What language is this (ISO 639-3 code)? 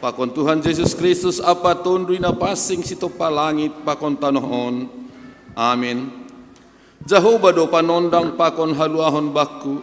bts